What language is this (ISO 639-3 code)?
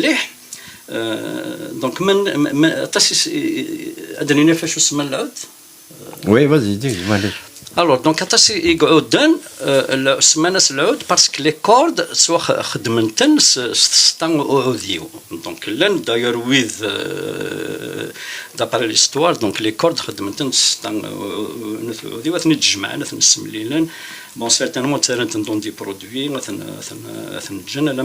kab